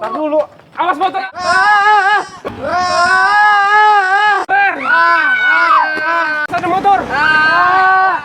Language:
Betawi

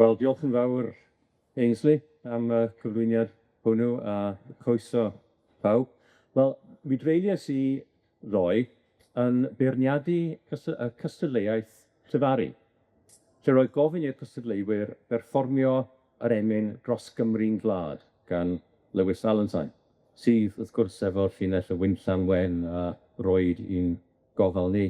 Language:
Welsh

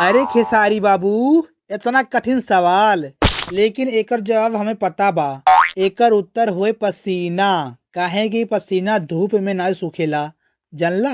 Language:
Bhojpuri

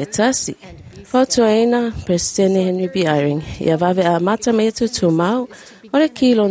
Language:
Samoan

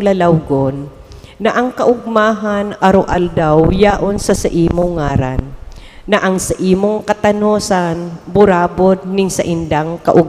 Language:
Bikol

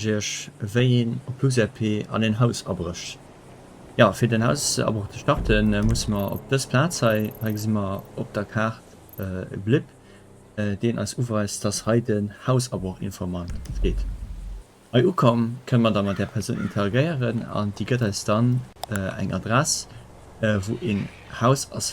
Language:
Luxembourgish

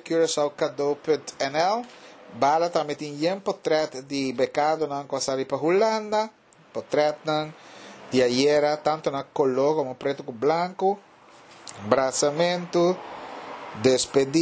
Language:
Papiamento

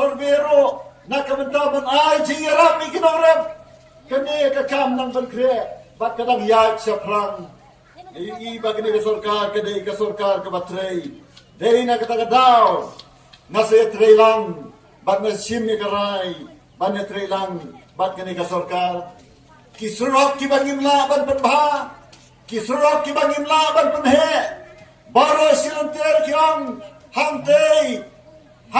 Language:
Khasi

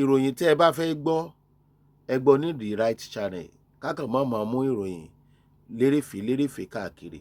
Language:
Yoruba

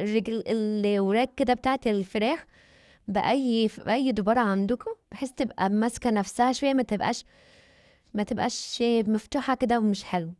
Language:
Egyptian Arabic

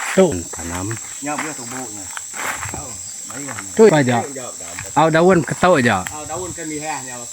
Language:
Iban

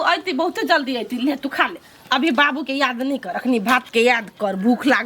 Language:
Maithili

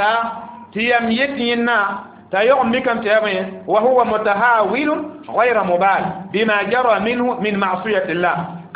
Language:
Mossi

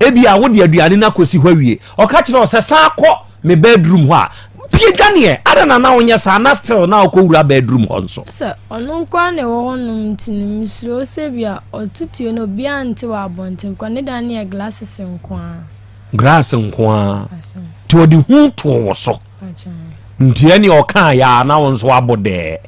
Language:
Akan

